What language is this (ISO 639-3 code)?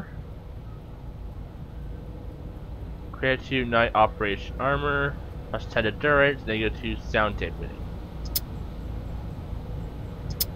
eng